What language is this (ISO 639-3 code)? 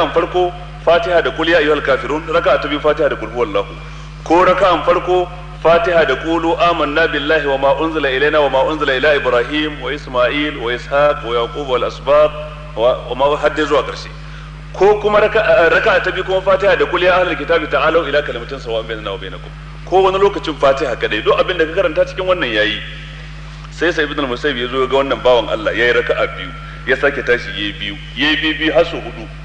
hau